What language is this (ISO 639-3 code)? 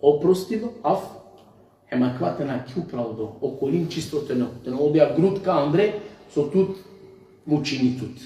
rmn